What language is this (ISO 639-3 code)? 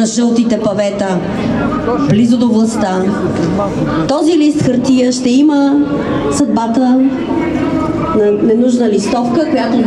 bul